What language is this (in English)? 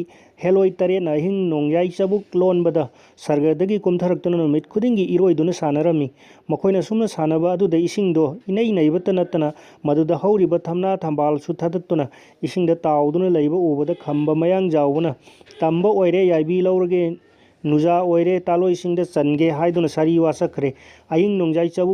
Manipuri